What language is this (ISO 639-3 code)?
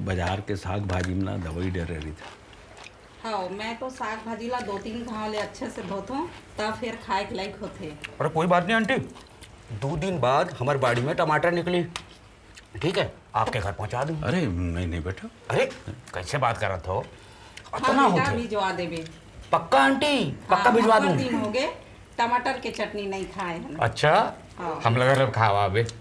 hne